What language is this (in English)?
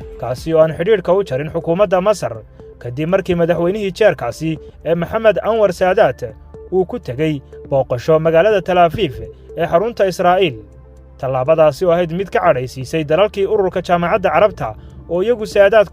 Somali